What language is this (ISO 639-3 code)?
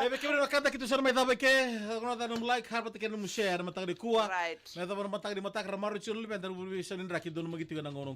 fij